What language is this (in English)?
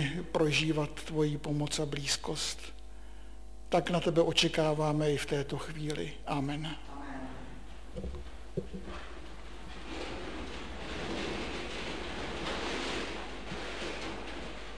Czech